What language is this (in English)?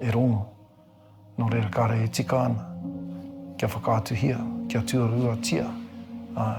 Māori